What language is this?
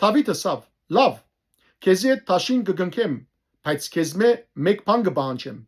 Western Armenian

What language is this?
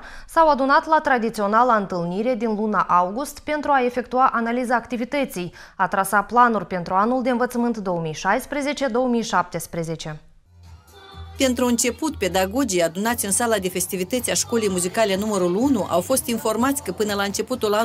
Romanian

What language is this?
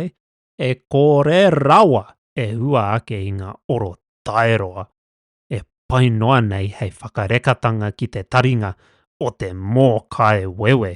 Māori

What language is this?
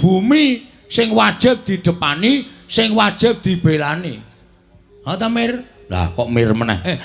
Javanese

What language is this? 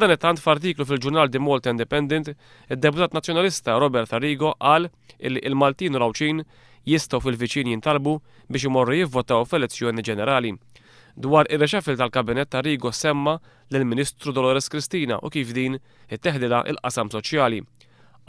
Maltese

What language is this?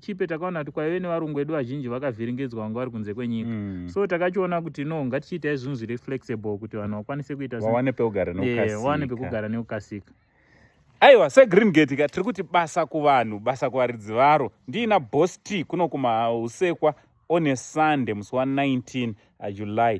Shona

